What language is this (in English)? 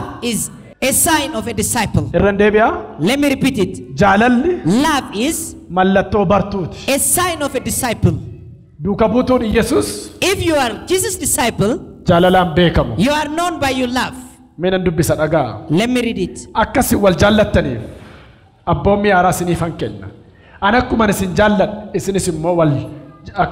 Oromo